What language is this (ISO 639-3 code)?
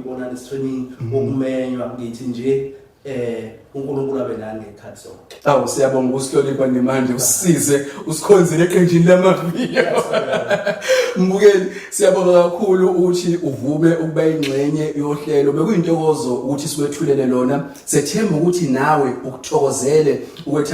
zul